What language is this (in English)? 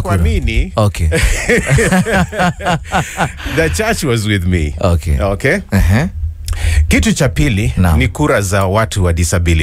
Swahili